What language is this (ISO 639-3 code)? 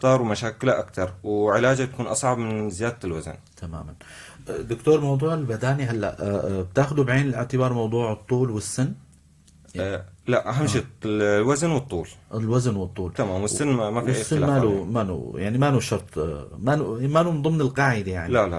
apc